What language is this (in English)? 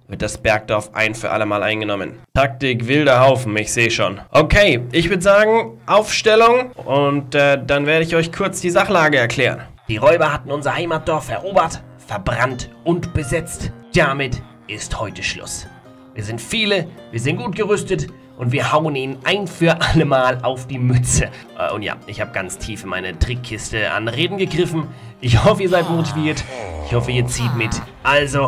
German